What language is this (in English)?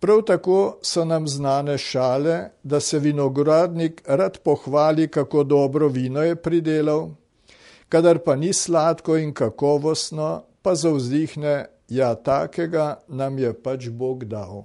Slovenian